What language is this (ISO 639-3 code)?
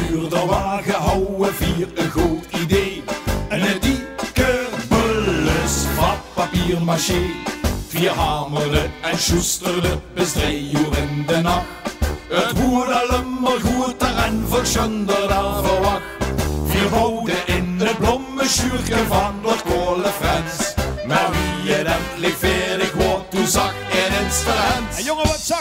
lim